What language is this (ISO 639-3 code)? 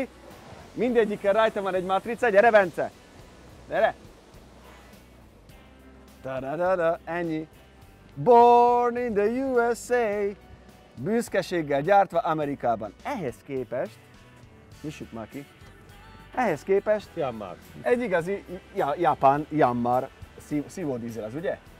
hun